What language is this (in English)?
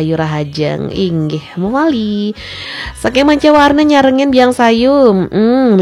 Balinese